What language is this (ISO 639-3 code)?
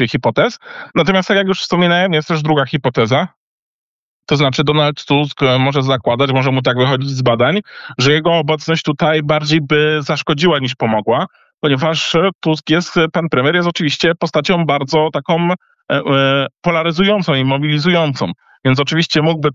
pol